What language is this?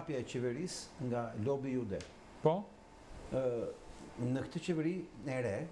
Albanian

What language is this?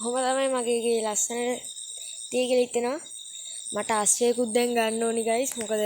Sinhala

